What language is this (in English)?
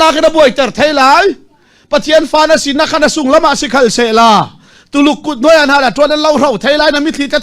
Falam Chin